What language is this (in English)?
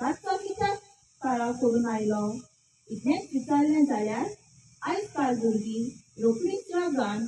Konkani